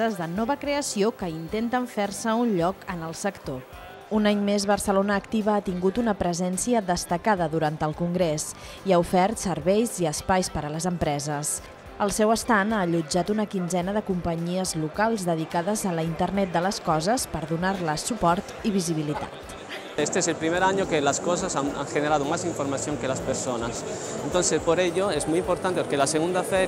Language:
Catalan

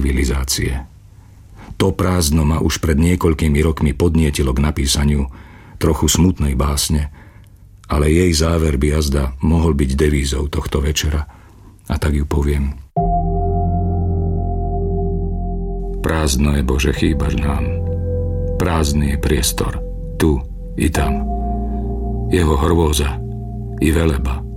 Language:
Slovak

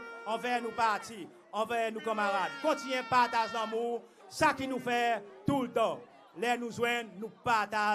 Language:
Seselwa Creole French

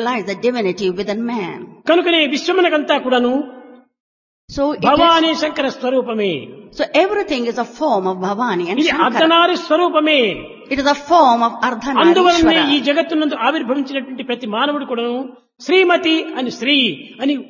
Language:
Telugu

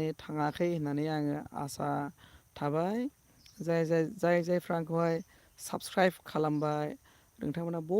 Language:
Bodo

